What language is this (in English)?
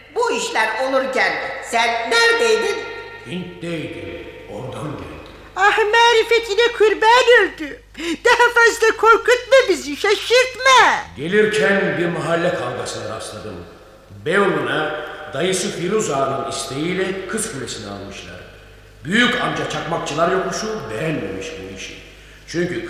Turkish